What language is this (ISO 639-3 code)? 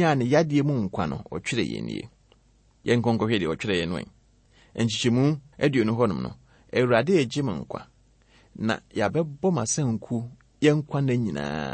aka